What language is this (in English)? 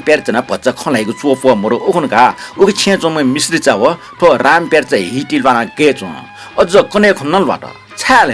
Newari